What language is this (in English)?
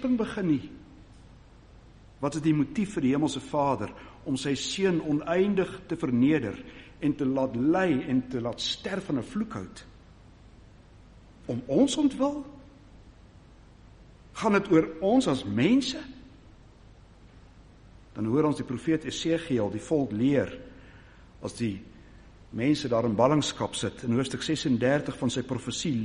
Afrikaans